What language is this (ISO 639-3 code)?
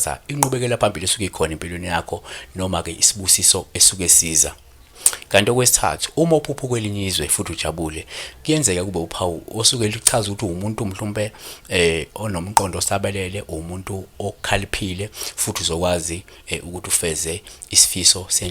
zul